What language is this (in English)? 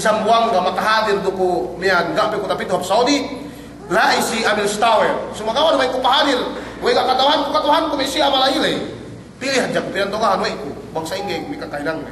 Yakan